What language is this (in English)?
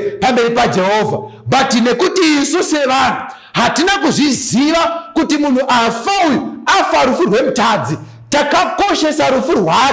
Shona